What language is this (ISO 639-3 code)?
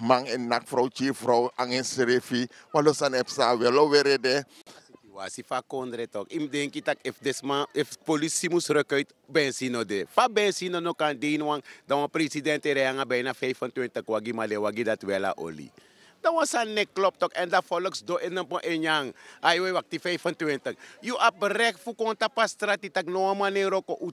srn